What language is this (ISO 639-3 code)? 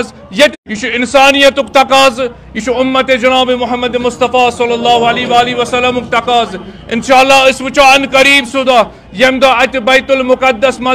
kas